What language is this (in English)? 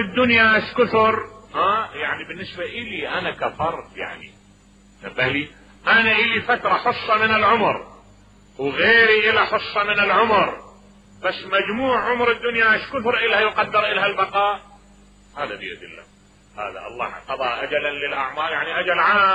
Mesopotamian Arabic